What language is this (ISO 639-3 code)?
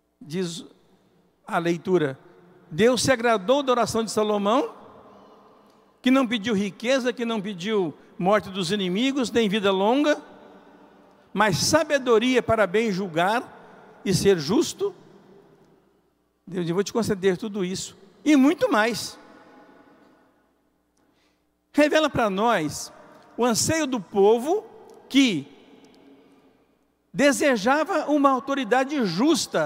por